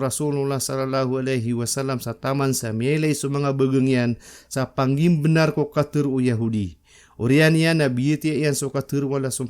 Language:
Maranao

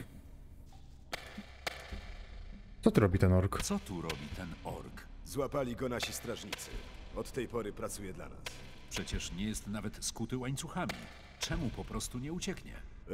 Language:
Polish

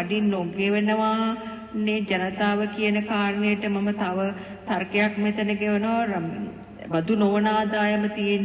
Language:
Sinhala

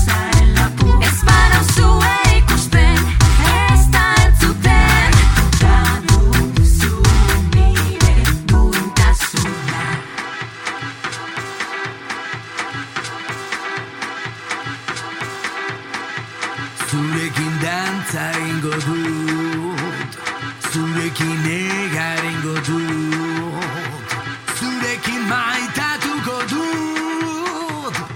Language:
Basque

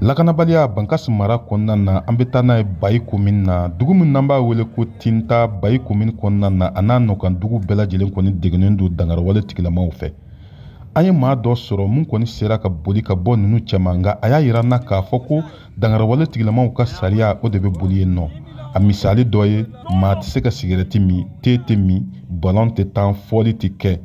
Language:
Bambara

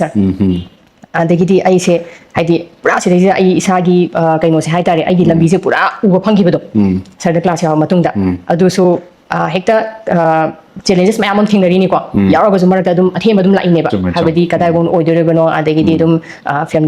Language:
Manipuri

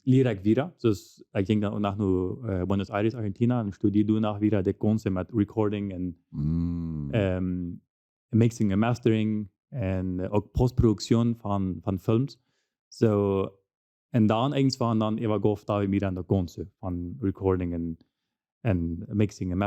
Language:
Plautdietsch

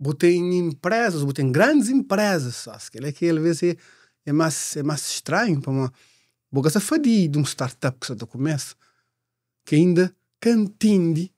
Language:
Kabuverdianu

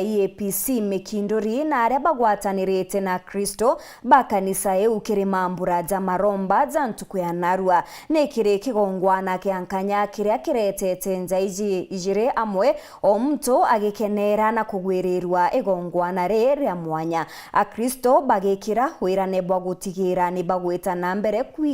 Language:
Meru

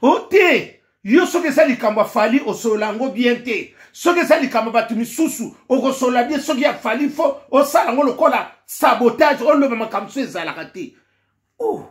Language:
Lingala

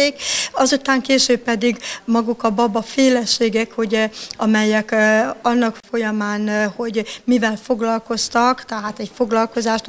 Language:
Hungarian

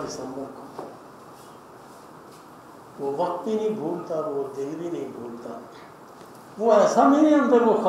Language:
Urdu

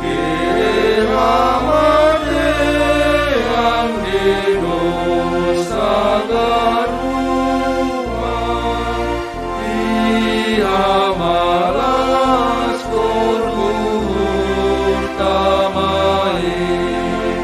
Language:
Batak Simalungun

